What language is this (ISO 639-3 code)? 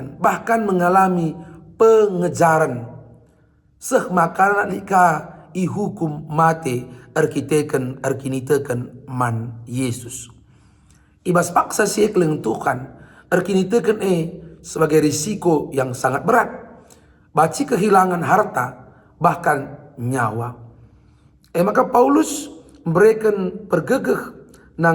btx